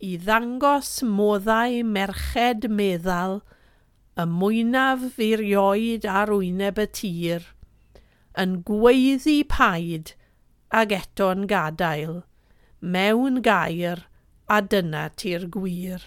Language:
Welsh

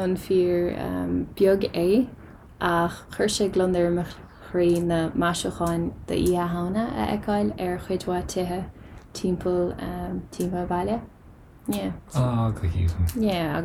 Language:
Irish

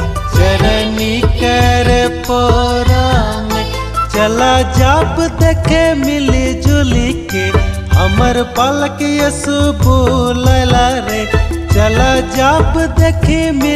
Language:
Sadri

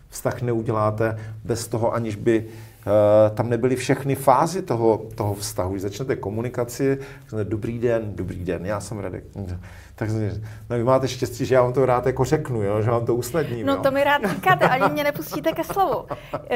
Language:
Czech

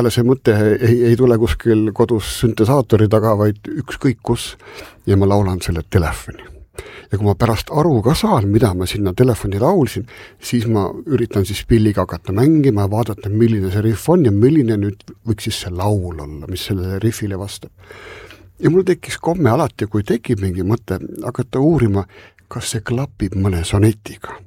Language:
Estonian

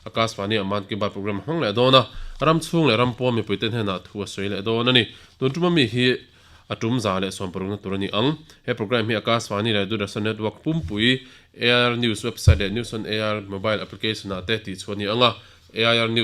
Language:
Mizo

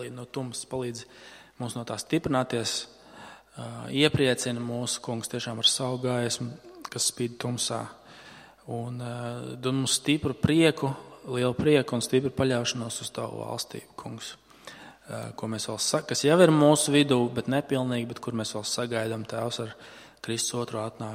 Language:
Latvian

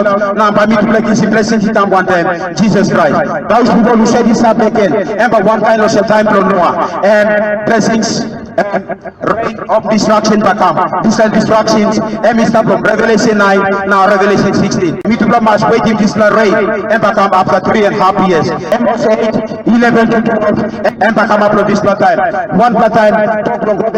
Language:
Tok Pisin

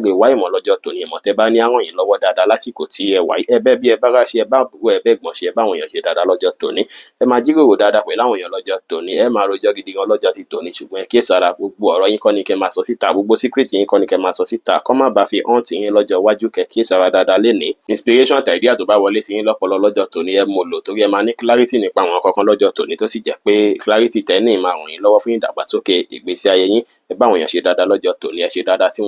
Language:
Yoruba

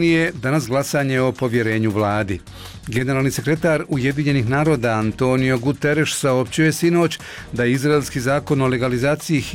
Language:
Bosnian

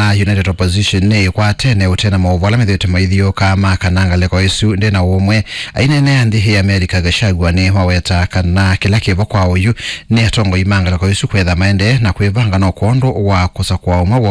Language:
Kamba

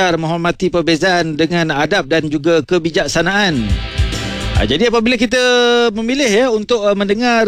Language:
Malay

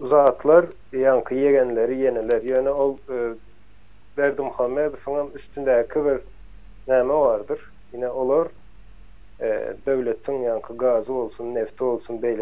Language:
Turkmen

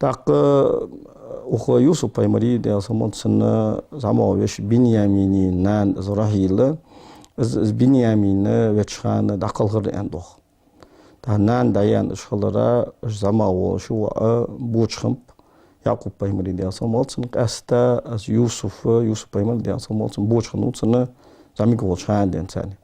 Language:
Ingush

